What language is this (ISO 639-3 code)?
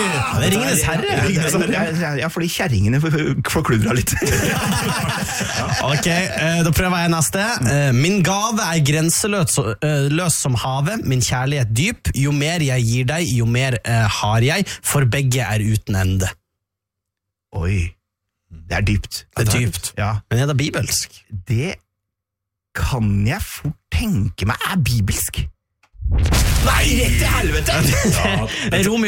nor